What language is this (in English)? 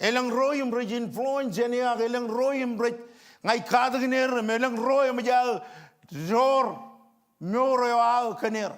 Marshallese